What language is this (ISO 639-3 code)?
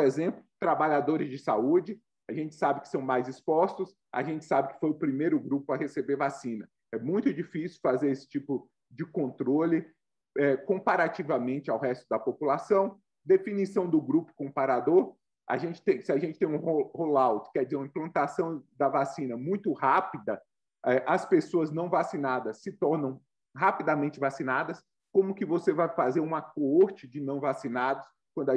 por